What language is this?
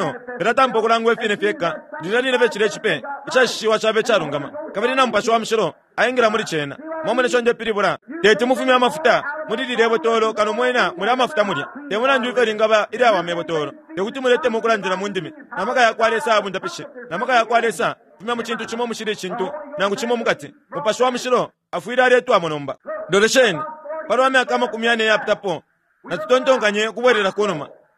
Bemba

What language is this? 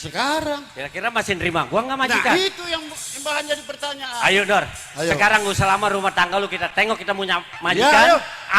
Betawi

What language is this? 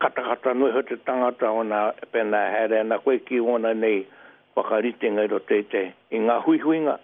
Māori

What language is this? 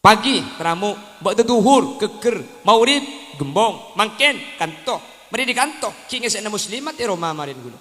Madurese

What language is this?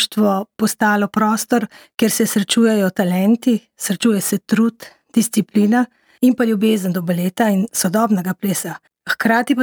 Slovenian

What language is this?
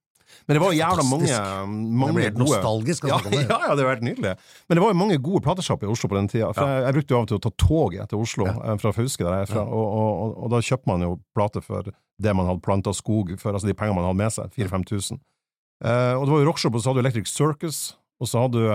Norwegian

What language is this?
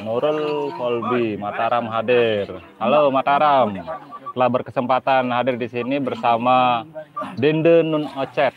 Sasak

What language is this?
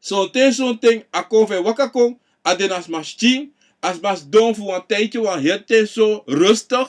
Sranan Tongo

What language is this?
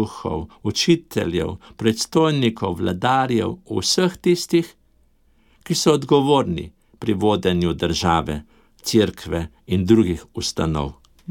Slovenian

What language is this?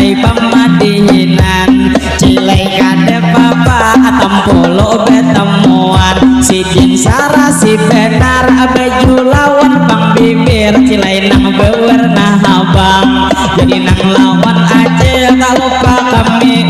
Banjar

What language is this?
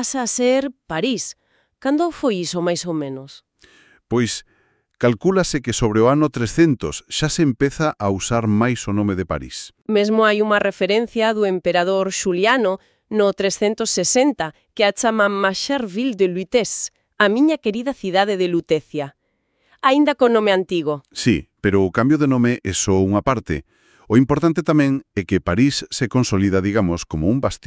Galician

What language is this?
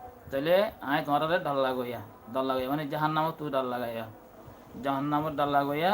Rohingya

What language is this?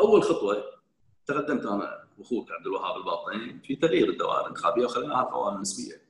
Gulf Arabic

